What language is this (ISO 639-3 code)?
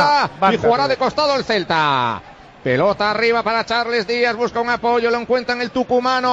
spa